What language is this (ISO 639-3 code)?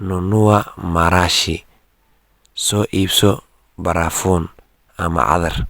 som